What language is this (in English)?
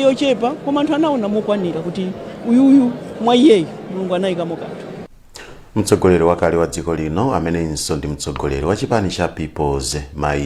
Nyanja